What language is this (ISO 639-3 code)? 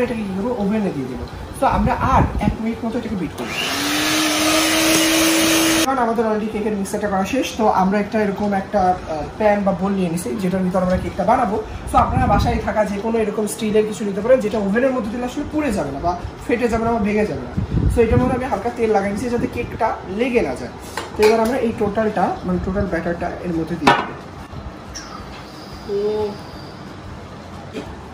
ben